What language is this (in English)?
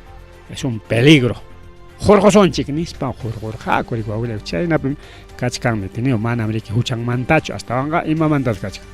Ayacucho Quechua